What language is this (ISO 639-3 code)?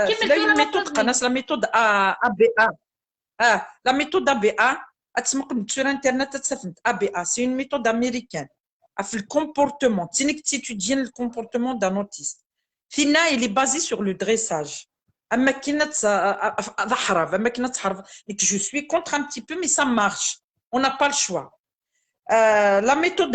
kab